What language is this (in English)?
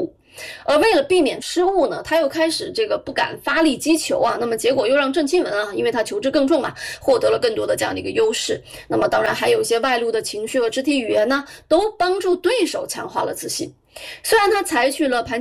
Chinese